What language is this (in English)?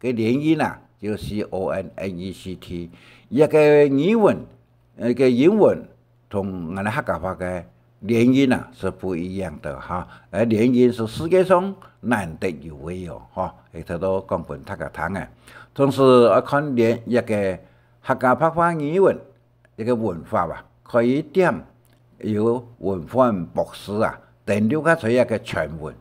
Hakka Chinese